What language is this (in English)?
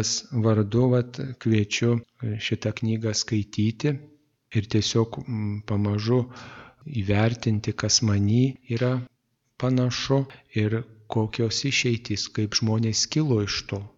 Lithuanian